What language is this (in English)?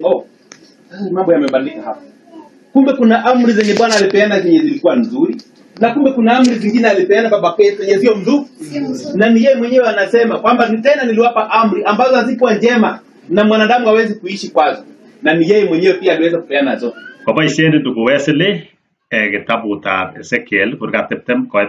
Kalenjin